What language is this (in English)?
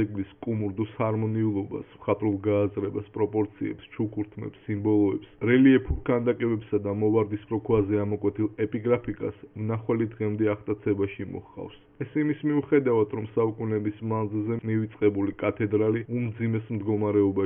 Georgian